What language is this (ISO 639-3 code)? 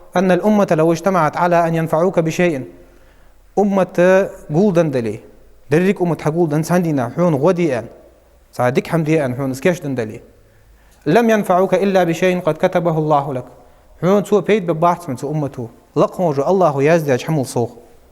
inh